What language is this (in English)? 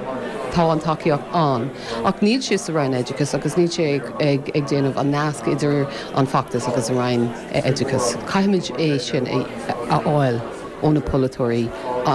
Irish